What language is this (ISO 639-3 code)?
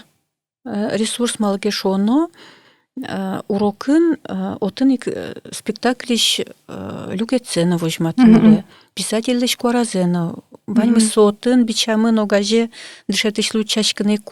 udm